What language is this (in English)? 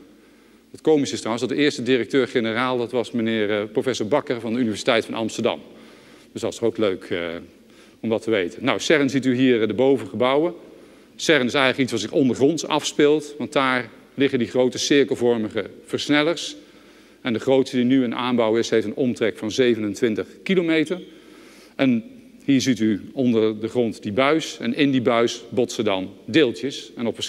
Dutch